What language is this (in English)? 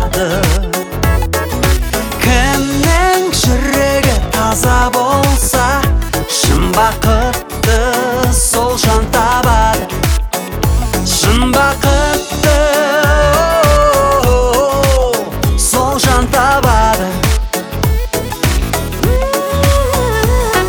Kazakh